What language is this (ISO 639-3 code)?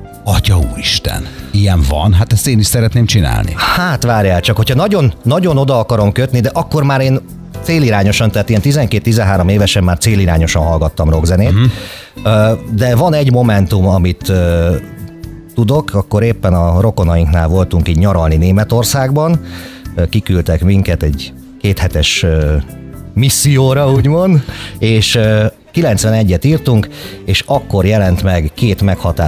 hun